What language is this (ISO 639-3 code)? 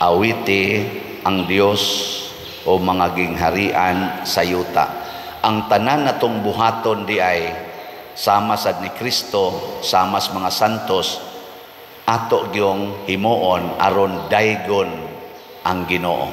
ceb